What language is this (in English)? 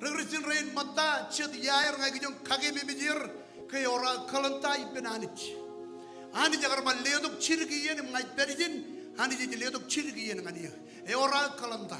Marshallese